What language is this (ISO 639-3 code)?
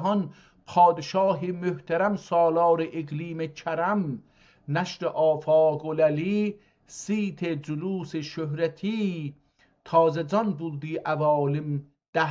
azb